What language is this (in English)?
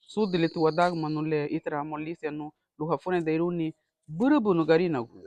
Garifuna